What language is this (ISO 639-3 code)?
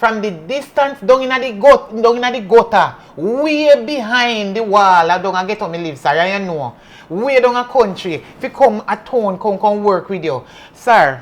jam